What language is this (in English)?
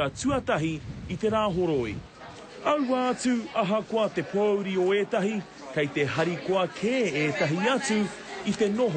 Māori